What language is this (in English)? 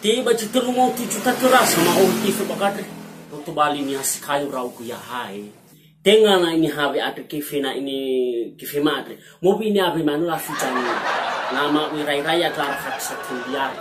Nias